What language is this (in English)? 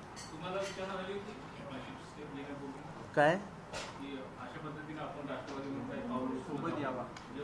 Marathi